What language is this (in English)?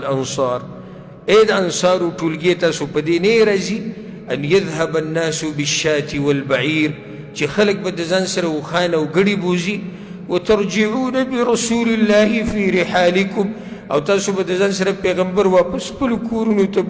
Pashto